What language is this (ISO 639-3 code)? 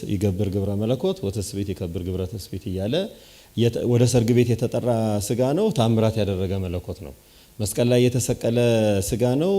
amh